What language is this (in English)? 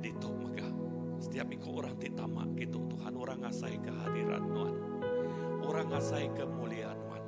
Iban